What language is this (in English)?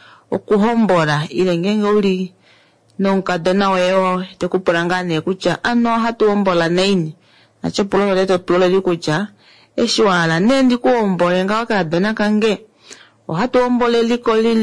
Kuanyama